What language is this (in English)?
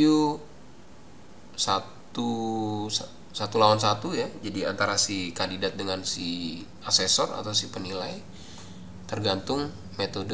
Indonesian